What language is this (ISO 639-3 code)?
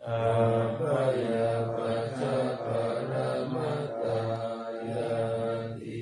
pli